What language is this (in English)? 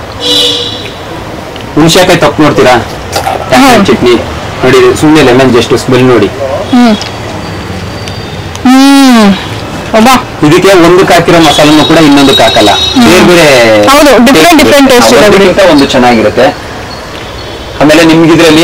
Kannada